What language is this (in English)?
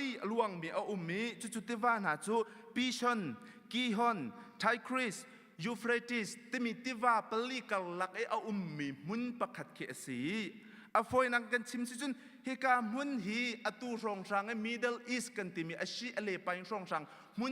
Hakha Chin